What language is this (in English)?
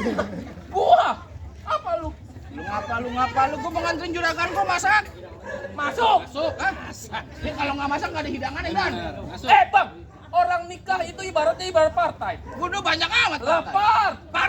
Betawi